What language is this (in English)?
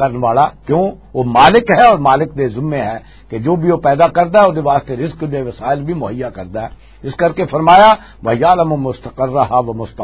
Western Panjabi